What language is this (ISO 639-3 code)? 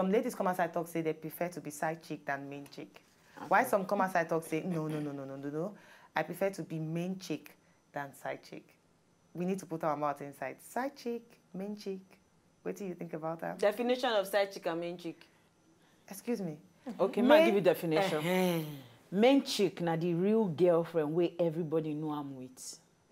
pcm